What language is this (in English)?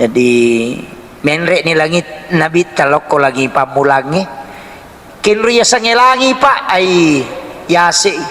Buginese